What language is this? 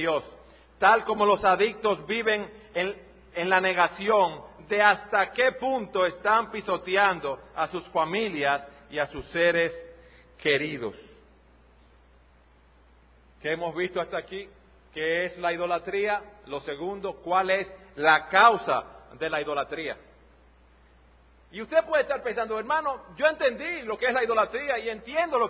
Spanish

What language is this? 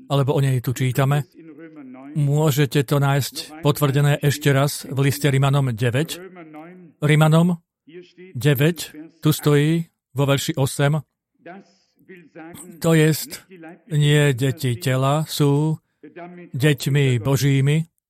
Slovak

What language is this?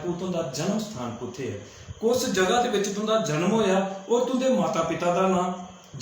Dogri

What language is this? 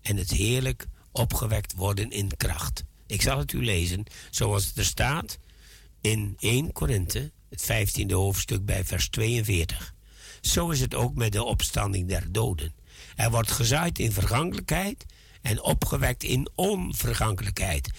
Dutch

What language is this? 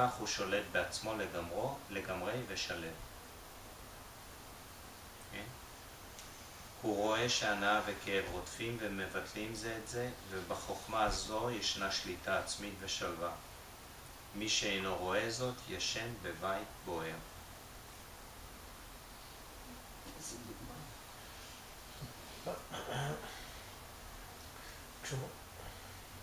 Hebrew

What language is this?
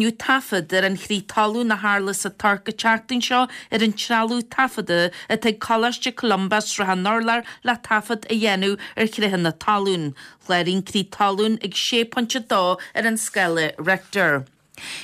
Irish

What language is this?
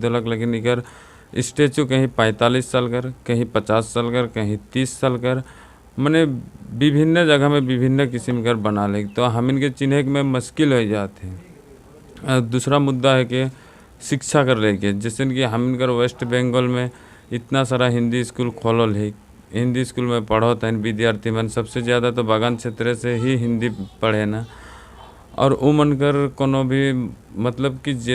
Sadri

